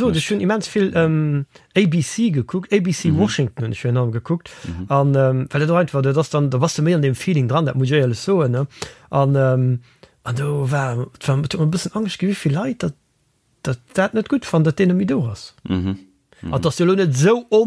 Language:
Luxembourgish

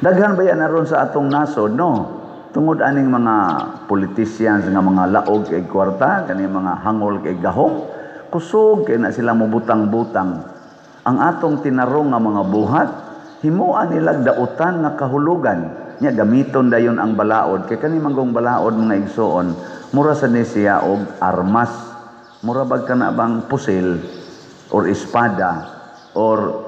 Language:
Cebuano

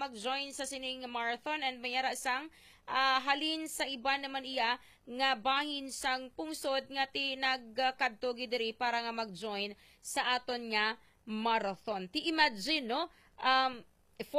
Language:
Hiligaynon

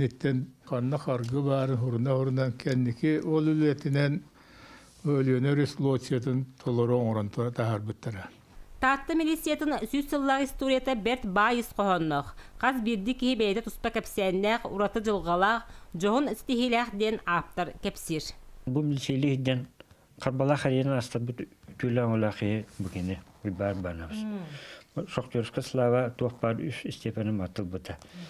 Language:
Yakut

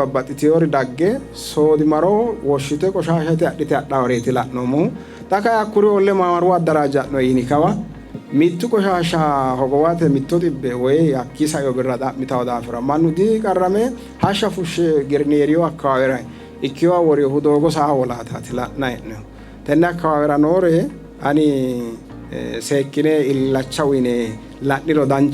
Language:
Sidamo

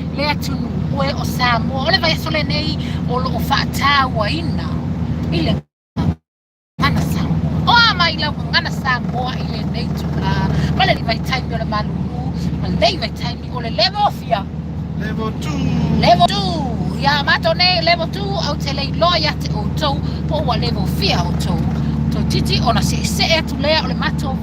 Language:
Samoan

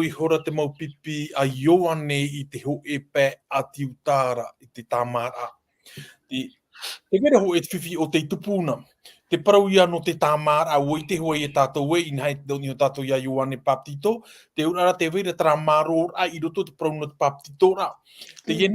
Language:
Tahitian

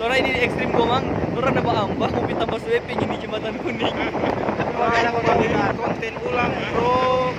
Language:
Manado Malay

